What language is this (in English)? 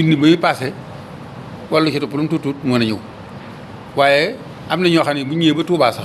Wolof